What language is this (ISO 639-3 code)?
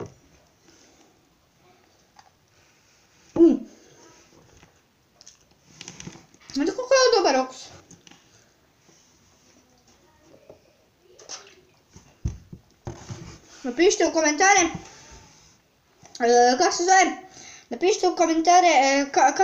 hrv